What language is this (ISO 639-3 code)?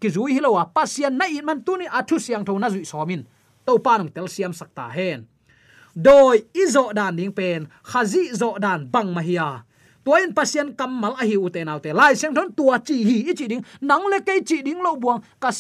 ctd